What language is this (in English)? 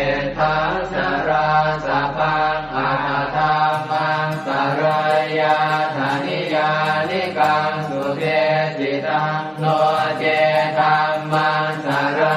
Pali